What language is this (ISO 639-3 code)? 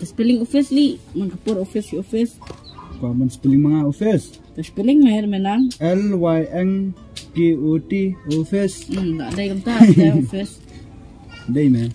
kha